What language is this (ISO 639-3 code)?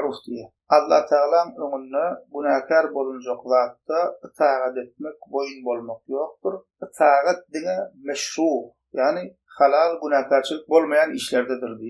tuk